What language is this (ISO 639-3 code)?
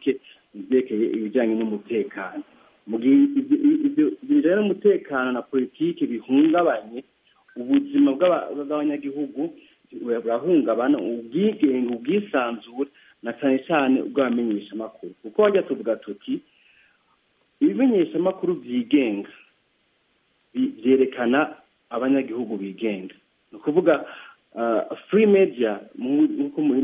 kin